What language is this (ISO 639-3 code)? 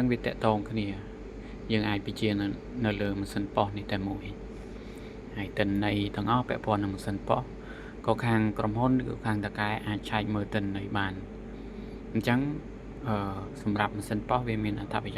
khm